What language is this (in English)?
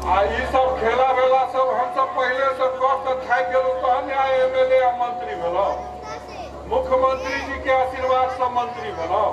Maithili